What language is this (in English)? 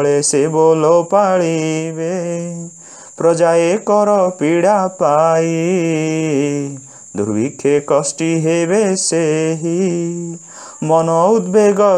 Odia